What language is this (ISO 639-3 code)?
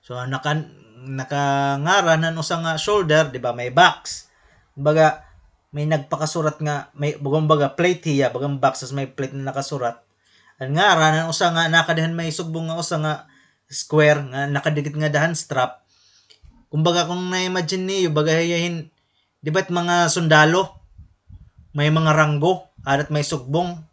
war